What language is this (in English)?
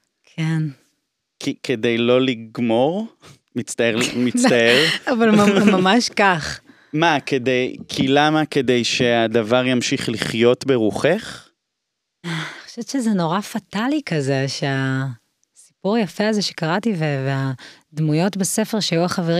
Hebrew